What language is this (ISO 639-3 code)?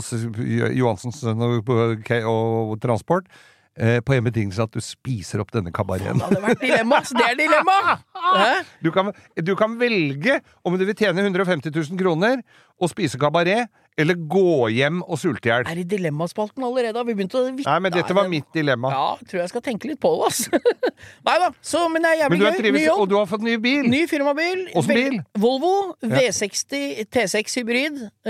nor